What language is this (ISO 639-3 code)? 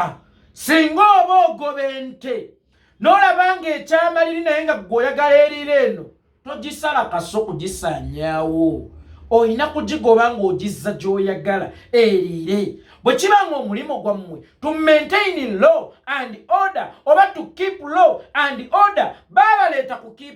lug